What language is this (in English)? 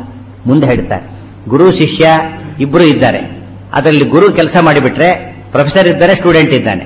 Kannada